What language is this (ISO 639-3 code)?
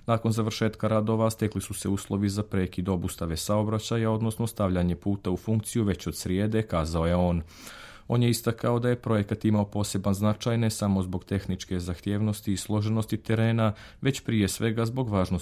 srp